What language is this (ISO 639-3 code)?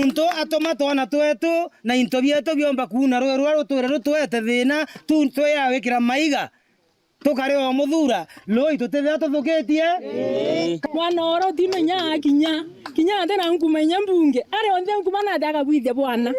mer